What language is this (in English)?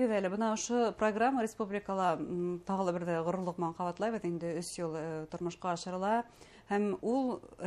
Bashkir